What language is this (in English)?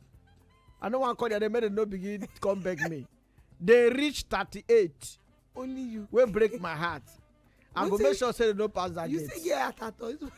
Nigerian Pidgin